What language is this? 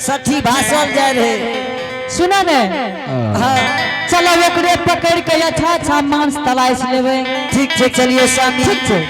Angika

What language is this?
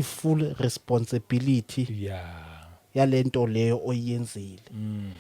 Zulu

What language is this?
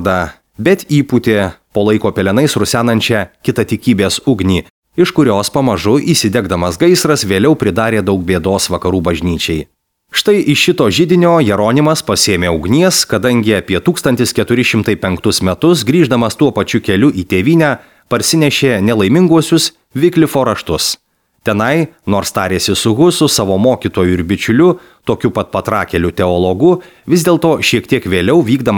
Lithuanian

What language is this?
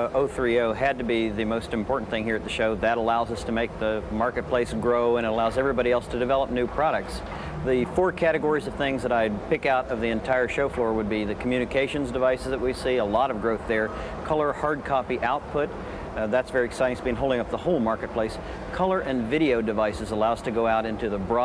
English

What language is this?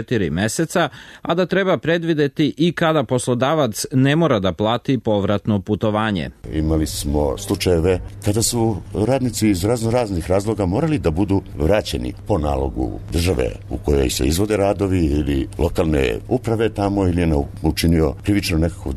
Serbian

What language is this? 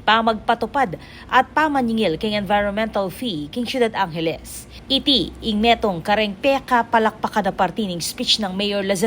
Pampanga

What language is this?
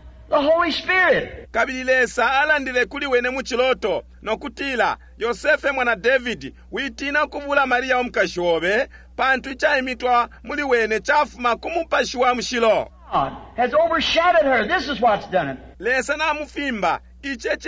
Bemba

